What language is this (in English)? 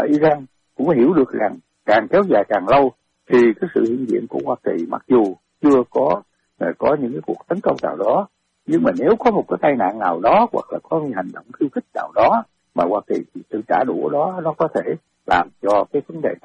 Vietnamese